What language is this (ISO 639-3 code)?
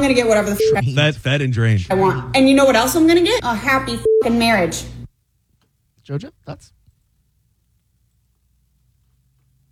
eng